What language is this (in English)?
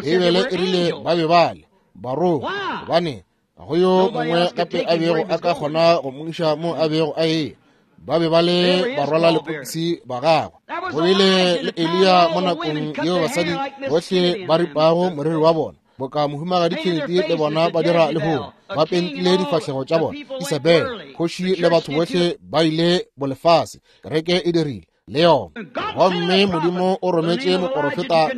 Northern Sotho